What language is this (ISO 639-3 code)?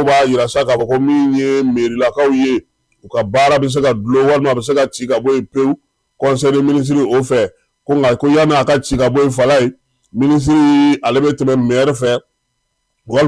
bam